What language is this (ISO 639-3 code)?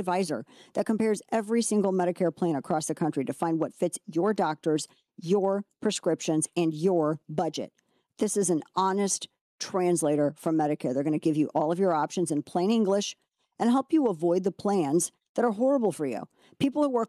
eng